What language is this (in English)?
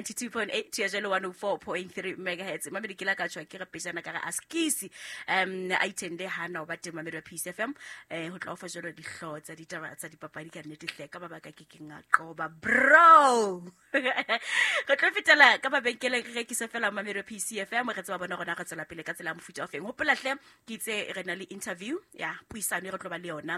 Southern Sotho